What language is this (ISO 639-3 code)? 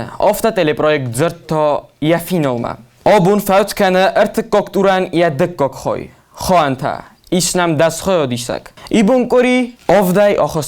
oss